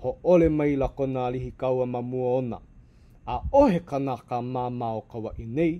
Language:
Hawaiian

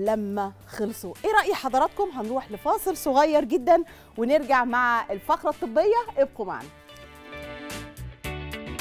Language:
Egyptian Arabic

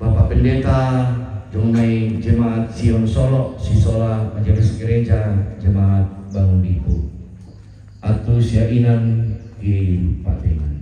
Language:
Toraja-Sa'dan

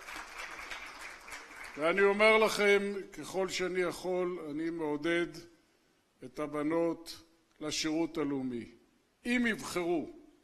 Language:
Hebrew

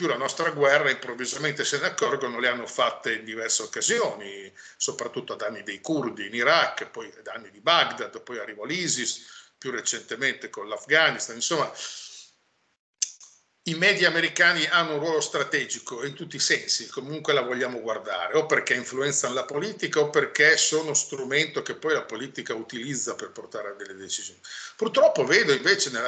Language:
Italian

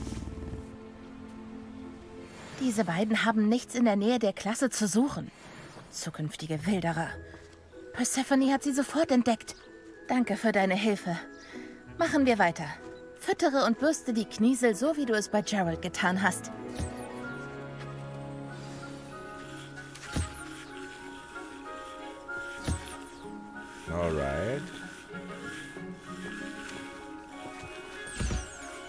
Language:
German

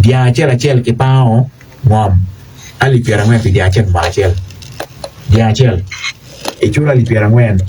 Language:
Acoli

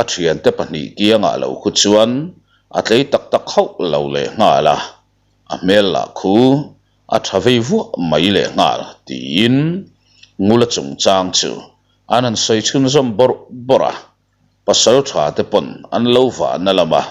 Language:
Mizo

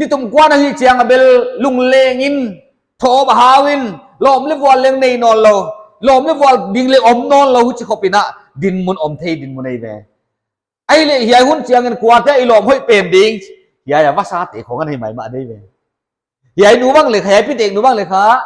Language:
Paite Chin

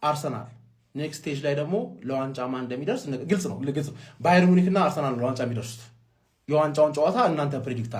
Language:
Amharic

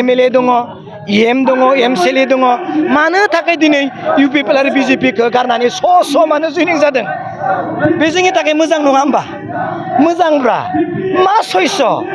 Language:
Bodo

